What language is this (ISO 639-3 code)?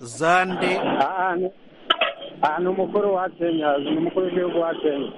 kin